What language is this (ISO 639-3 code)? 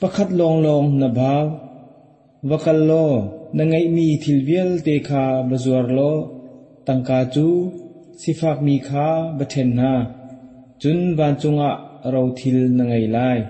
cnh